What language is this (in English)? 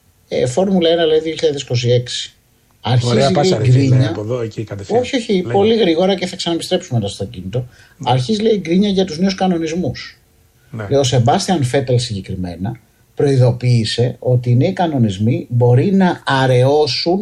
Greek